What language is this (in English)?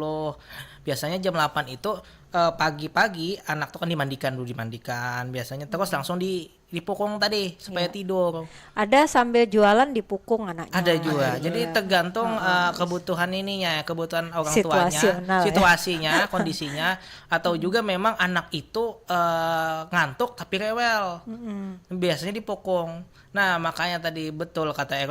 Banjar